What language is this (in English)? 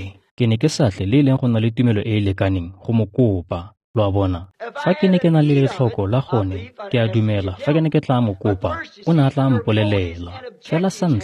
Tswana